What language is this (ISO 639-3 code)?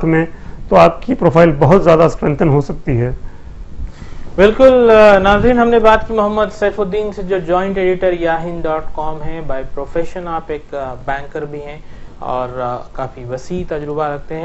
urd